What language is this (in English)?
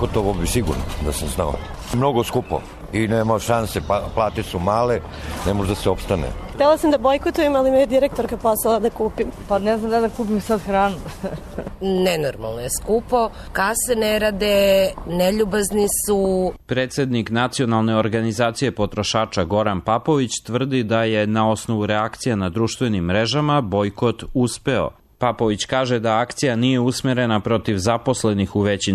Serbian